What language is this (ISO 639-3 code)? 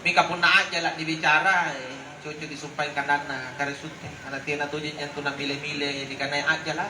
mak